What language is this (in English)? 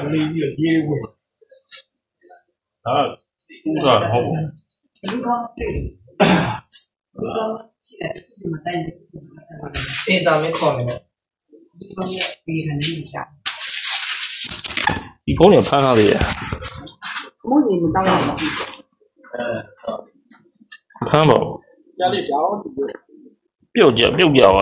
Burmese